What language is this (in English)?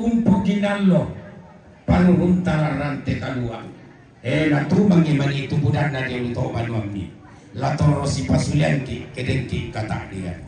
Toraja-Sa'dan